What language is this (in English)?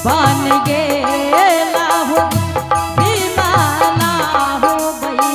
Angika